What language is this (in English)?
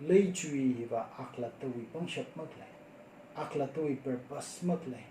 Tangkhul Naga (India)